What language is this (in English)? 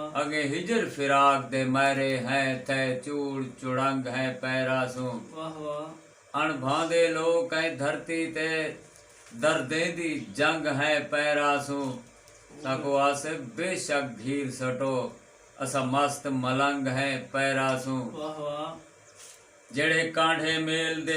Saraiki